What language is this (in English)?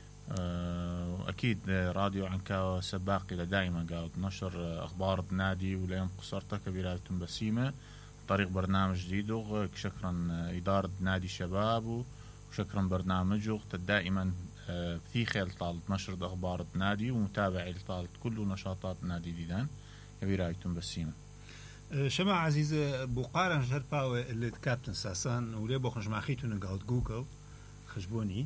Mesopotamian Arabic